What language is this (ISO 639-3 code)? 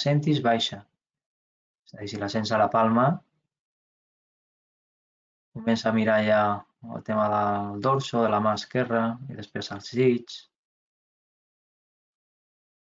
cat